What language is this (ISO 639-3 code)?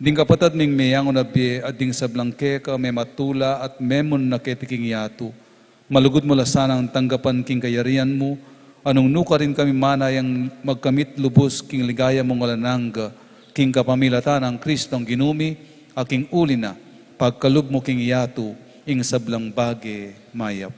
pam